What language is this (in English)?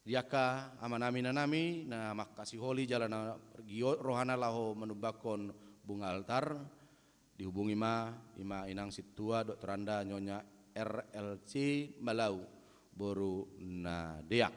Batak Toba